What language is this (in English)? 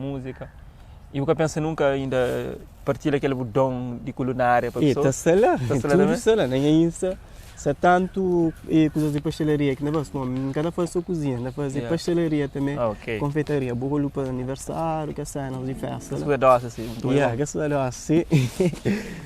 Kabuverdianu